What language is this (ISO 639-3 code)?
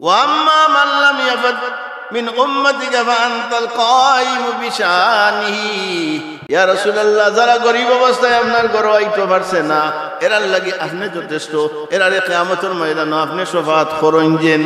syl